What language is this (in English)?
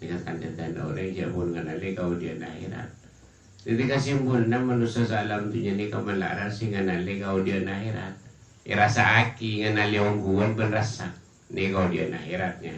Madurese